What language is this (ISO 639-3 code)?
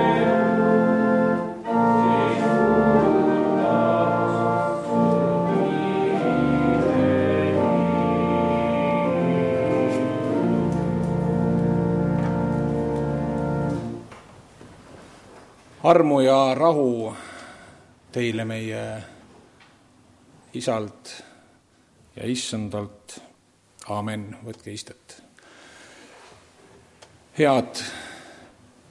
est